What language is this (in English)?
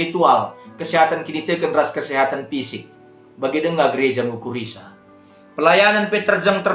Batak Karo